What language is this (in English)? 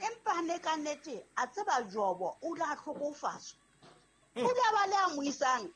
Southern Sotho